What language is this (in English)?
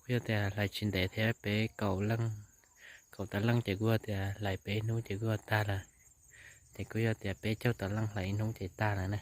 Hmong